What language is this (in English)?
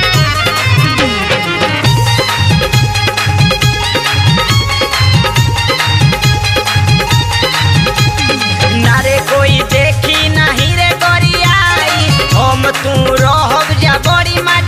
Bhojpuri